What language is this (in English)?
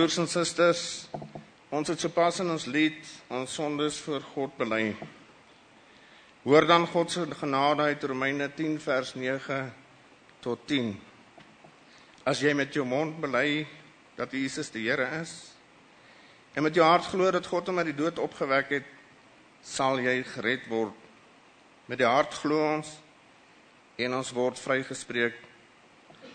Afrikaans